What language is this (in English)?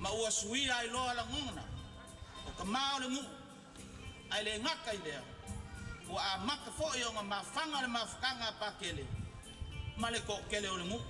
Samoan